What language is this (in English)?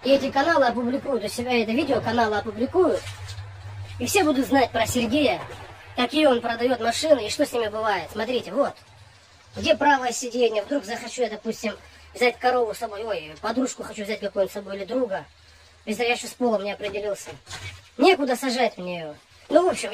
Russian